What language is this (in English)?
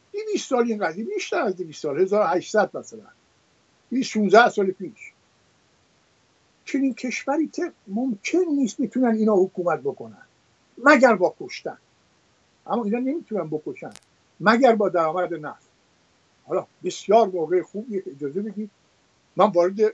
Persian